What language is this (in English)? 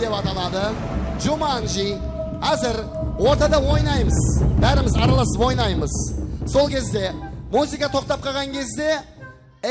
Kara-Kalpak